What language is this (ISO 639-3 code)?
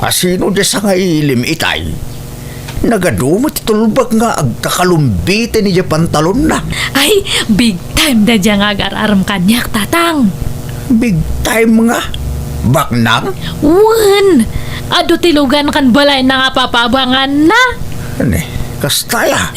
ilo